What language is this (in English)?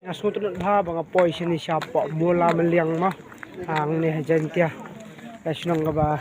Khasi